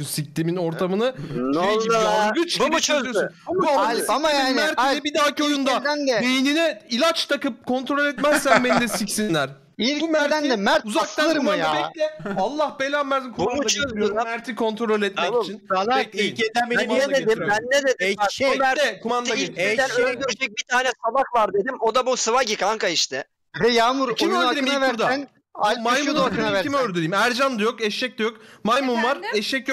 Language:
Turkish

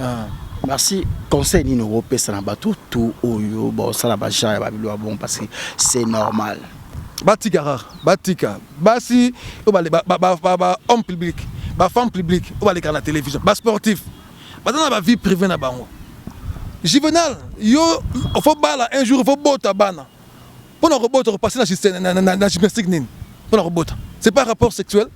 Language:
Lingala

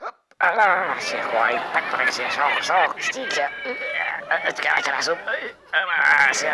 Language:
Sundanese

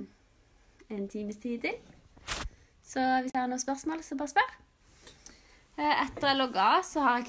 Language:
Norwegian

